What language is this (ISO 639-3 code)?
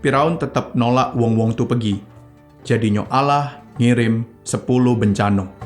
mui